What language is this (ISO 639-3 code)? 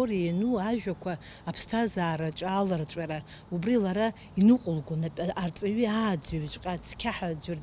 abk